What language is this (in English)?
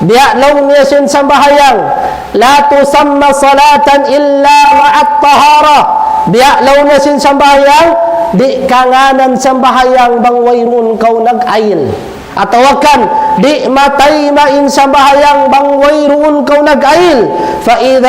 Tausug